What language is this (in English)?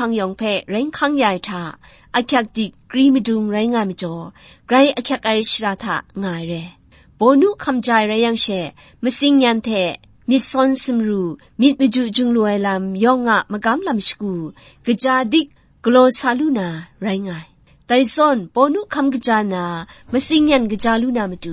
Kachin